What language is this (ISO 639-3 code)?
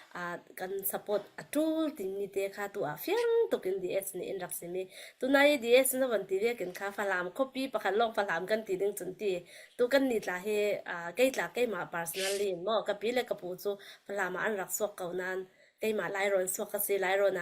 cfm